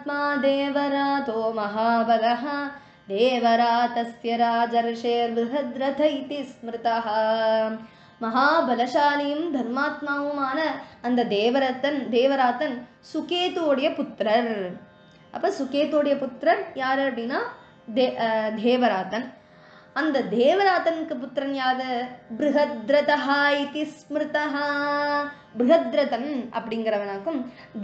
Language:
Tamil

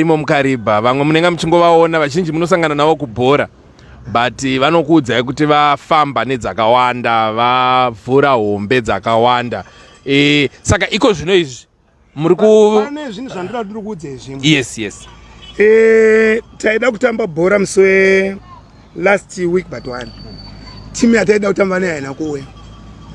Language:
Shona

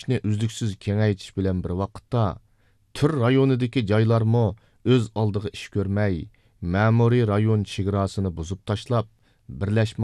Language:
Uyghur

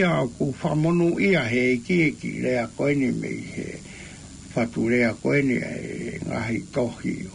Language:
Tongan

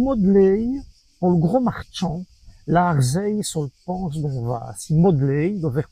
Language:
Walloon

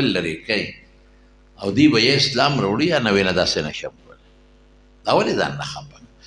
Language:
Pashto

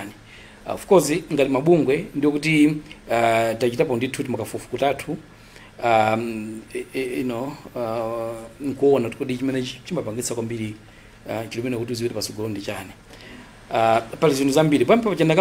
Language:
Nyanja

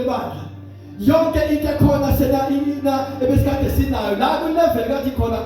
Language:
Zulu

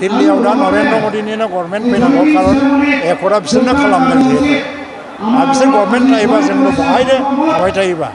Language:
Bodo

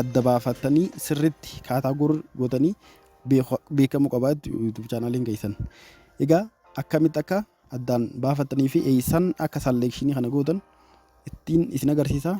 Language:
Oromo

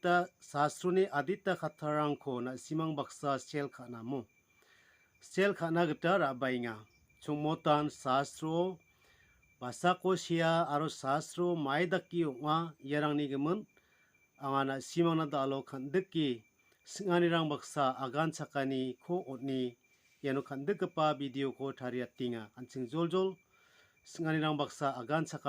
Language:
Garo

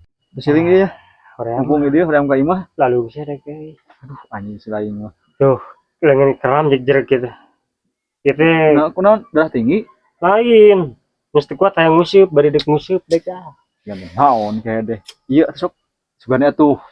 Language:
Sundanese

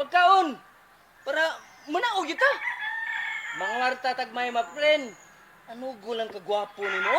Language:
Cebuano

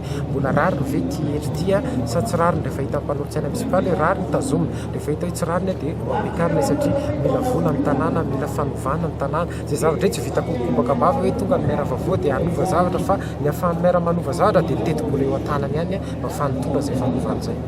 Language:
Malagasy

